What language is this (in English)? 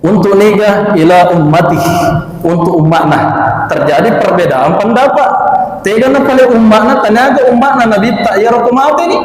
Buginese